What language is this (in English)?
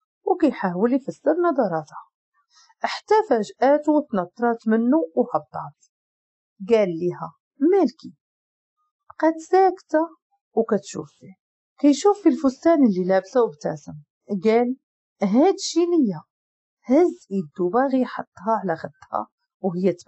Moroccan Arabic